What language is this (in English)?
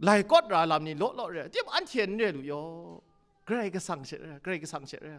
Kachin